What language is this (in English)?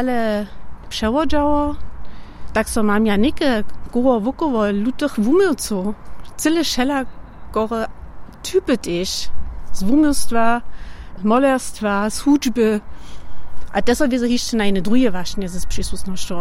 Upper Sorbian